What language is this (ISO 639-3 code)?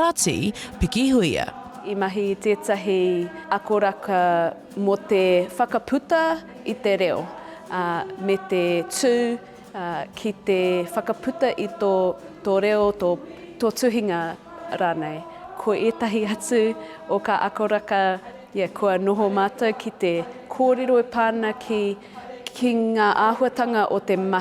mri